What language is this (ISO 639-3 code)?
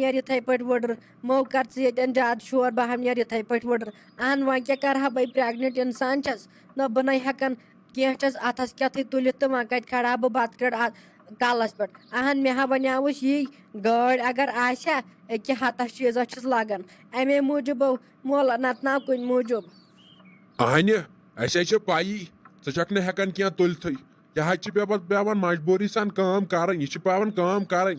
kas